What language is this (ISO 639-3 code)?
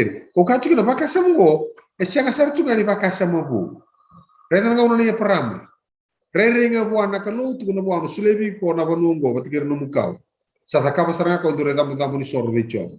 fij